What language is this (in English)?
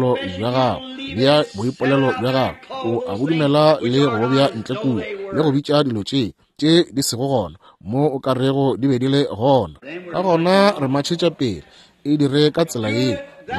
Northern Sotho